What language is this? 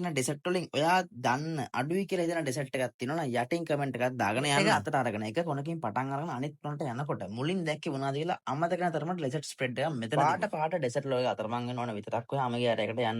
Sinhala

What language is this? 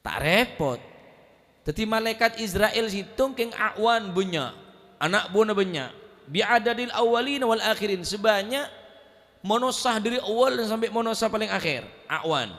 Madurese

